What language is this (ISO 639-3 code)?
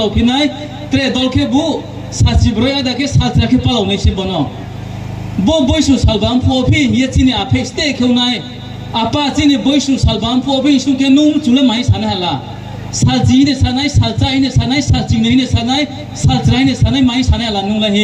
ria